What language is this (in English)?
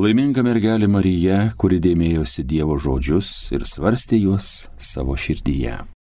Lithuanian